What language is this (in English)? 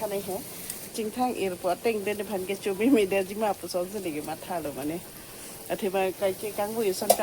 Karbi